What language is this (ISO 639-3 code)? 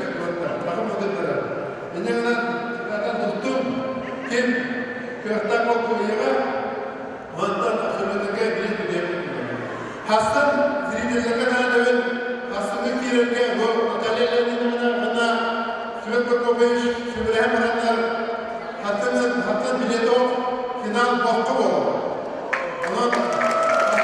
sah